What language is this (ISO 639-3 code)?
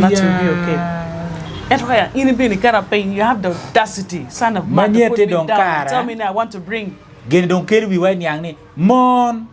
ach